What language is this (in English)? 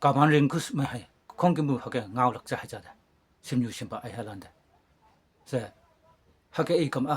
Konyak Naga